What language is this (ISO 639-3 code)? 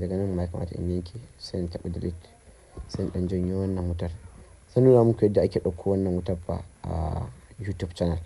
hau